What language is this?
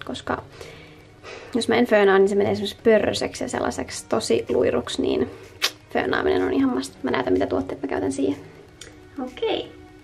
Finnish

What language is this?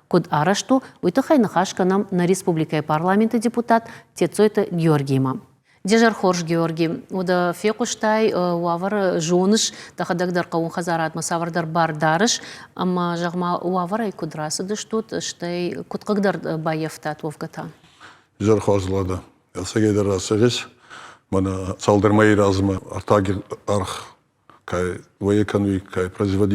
Ossetic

